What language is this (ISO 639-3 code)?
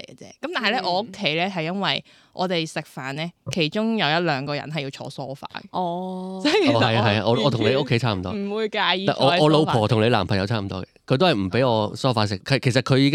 yue